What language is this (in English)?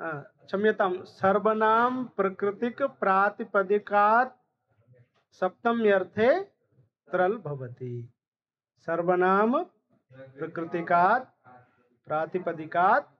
Sanskrit